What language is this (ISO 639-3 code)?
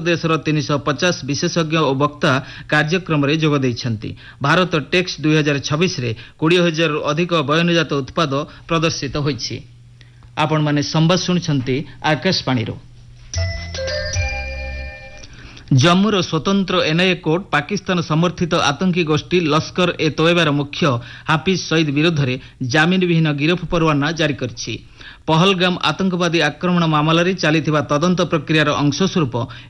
ori